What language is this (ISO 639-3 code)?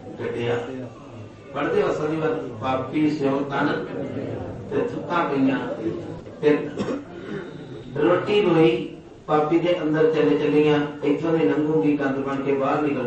pan